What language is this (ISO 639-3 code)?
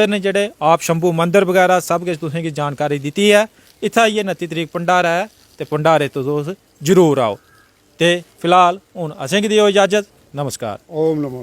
doi